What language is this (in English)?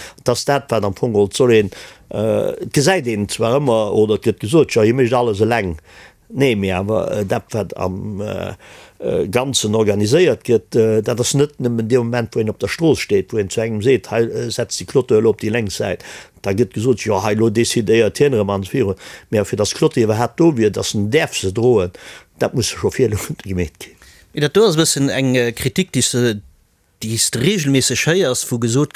Luxembourgish